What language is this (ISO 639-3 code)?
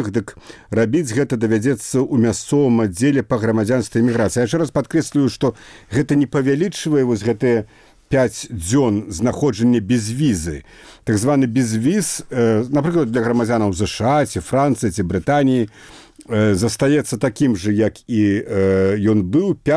bel